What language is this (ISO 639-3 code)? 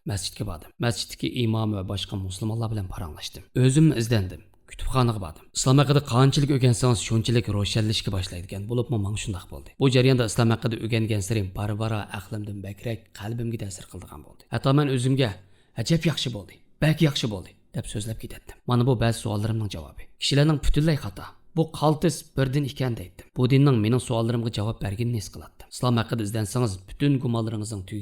uig